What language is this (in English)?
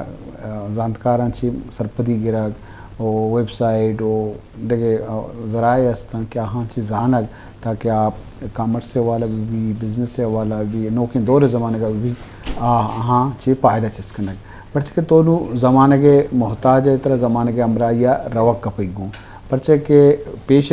Baluchi